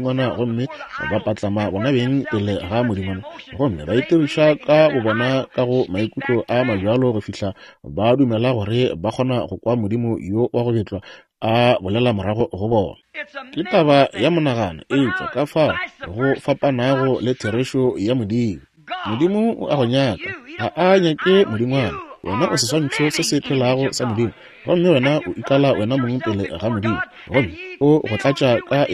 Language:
Northern Sotho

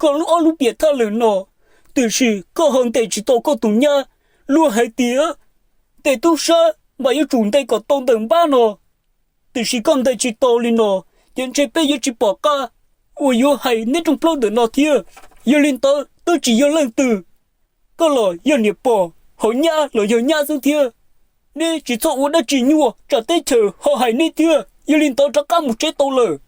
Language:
Hmong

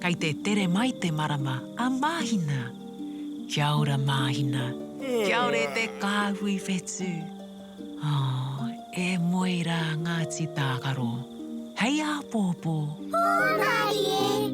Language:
Māori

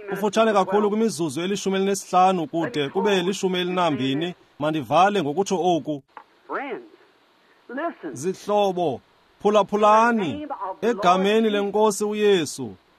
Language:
Xhosa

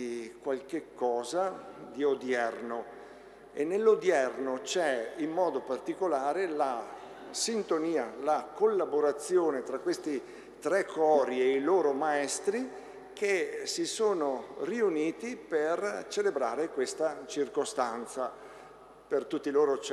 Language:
Italian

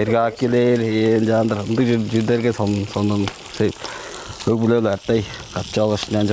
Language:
Tuvinian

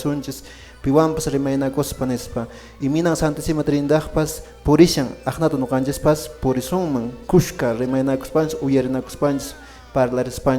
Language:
Quechua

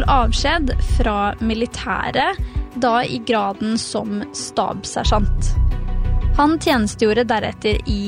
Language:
Norwegian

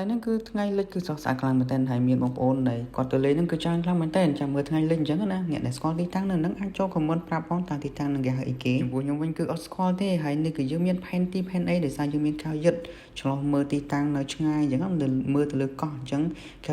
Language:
Khmer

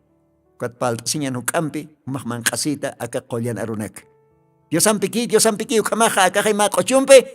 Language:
Aymara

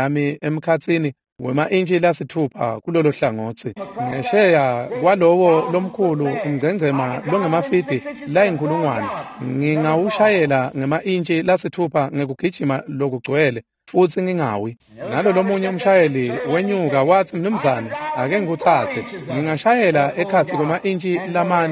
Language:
Swati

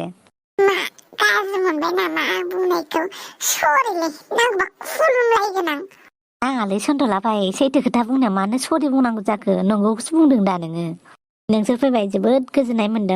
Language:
Bodo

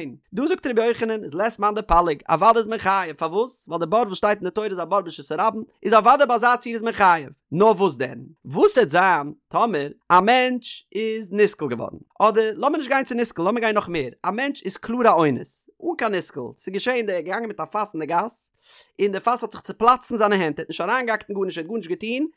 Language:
Yiddish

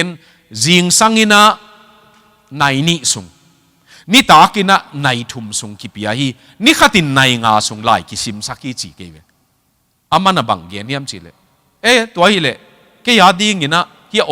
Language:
Tedim Chin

